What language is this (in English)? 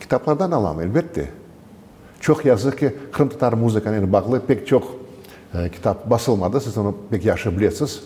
Crimean Tatar